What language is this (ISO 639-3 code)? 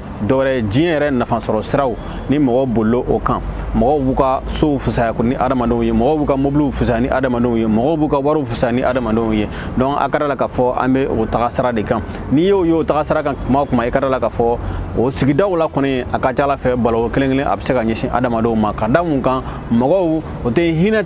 bam